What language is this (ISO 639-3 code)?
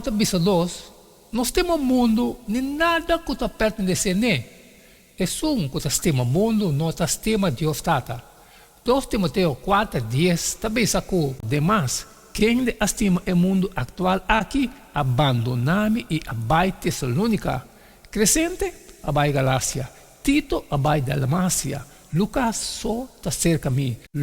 pap